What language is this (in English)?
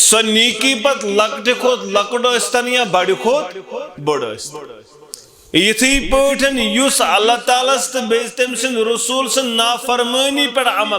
Kashmiri